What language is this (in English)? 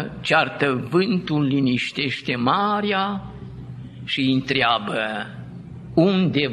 Romanian